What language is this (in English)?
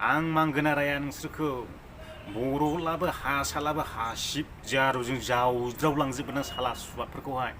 Bodo